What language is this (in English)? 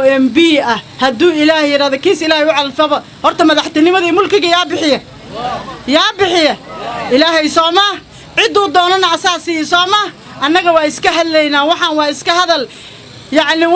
Somali